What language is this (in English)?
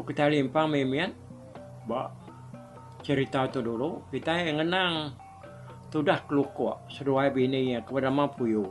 Iban